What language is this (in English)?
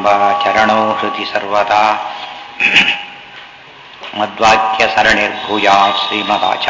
Kannada